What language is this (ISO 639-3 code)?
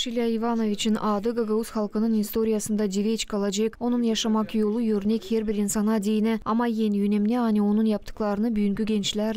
gag